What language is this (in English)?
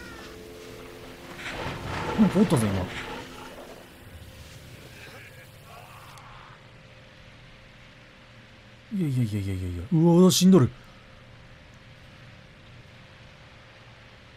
Japanese